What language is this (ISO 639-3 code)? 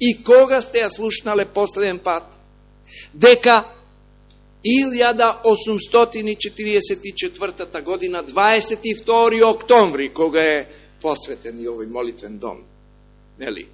mkd